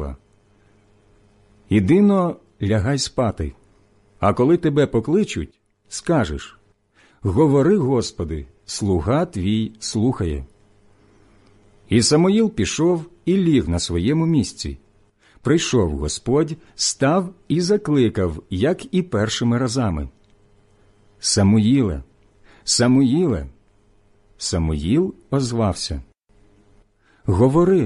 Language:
Ukrainian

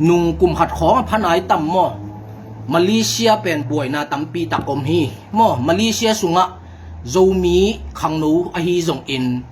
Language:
Tedim Chin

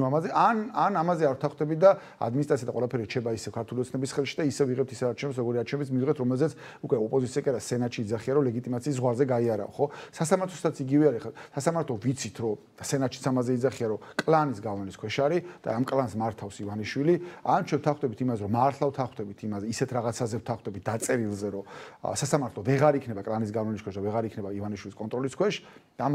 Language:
Georgian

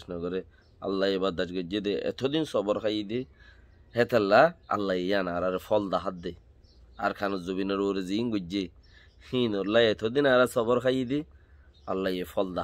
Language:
Rohingya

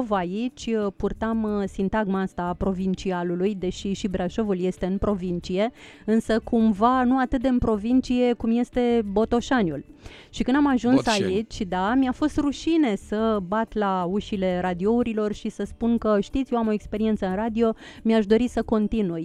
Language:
Romanian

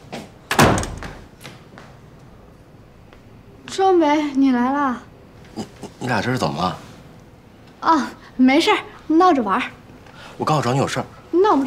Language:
Chinese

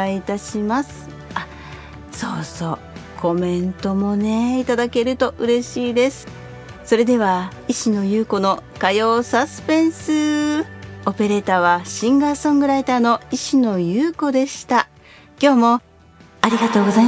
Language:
Japanese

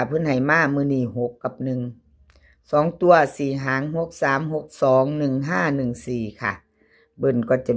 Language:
Northeastern Thai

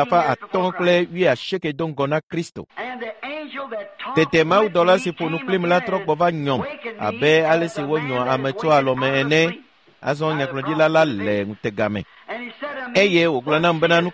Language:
Ewe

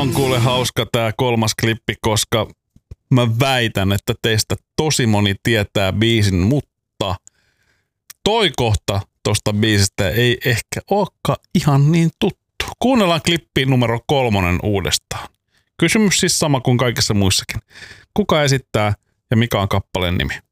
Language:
Finnish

